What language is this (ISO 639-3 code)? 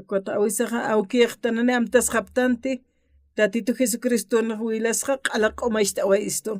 aym